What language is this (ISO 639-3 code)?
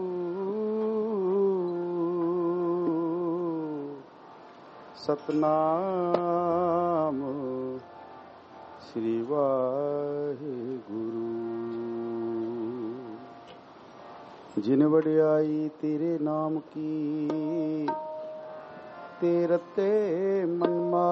pan